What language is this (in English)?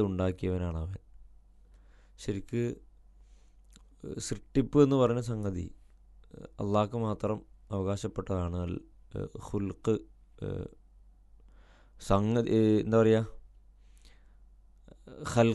Malayalam